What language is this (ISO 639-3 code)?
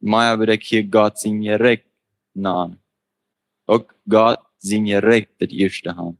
pdt